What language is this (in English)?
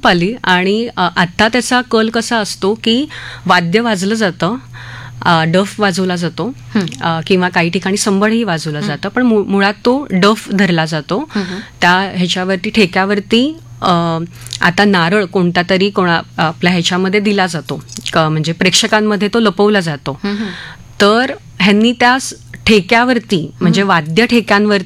Marathi